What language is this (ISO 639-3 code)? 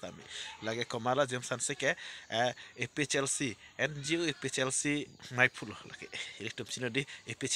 mjw